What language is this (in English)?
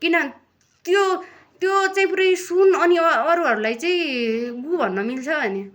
Nepali